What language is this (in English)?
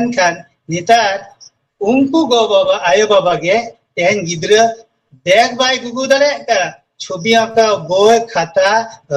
Santali